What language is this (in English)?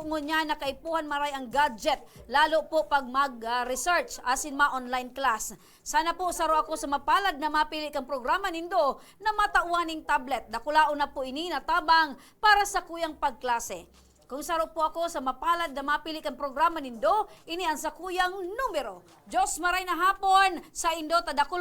Bikol